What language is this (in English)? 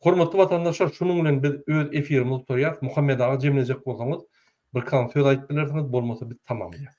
Turkmen